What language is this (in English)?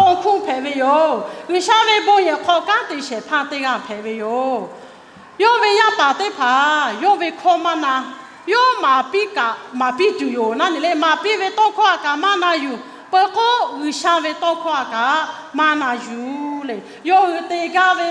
Lahu